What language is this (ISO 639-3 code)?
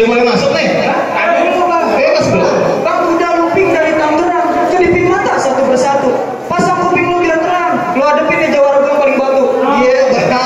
bew